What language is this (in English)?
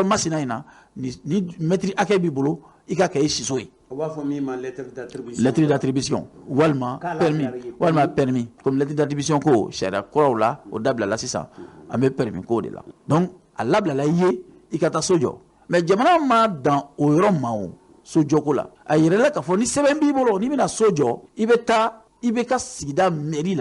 Bambara